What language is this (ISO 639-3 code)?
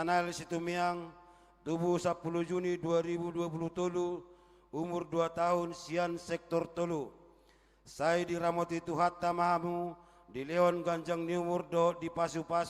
bbc